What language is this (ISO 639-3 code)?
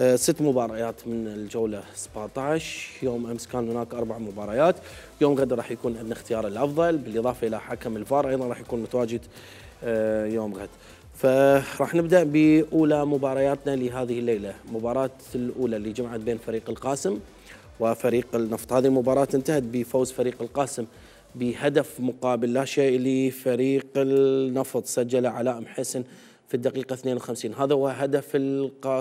acm